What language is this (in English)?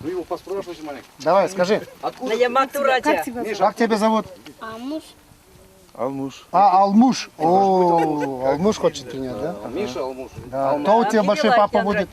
Chuvash